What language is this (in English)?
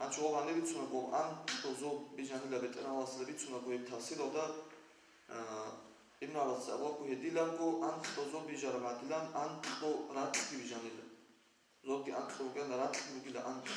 Avaric